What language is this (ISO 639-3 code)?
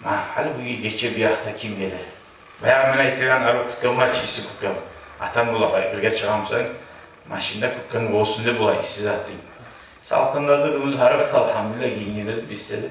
kum